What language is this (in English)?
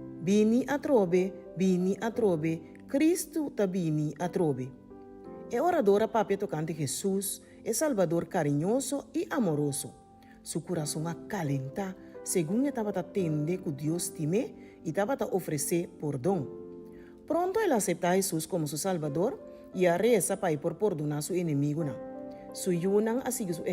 Papiamento